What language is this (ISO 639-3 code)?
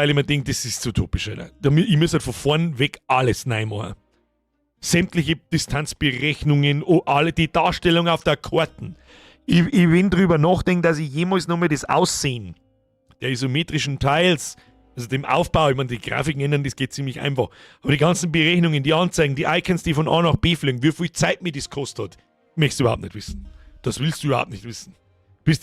bar